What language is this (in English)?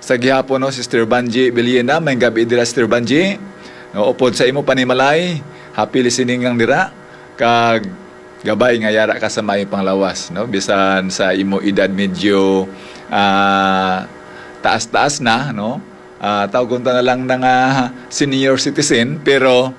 Hiligaynon